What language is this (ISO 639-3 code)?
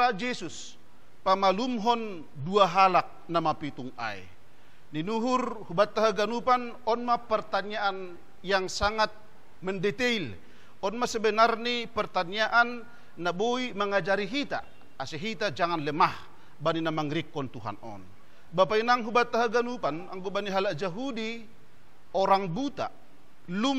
bts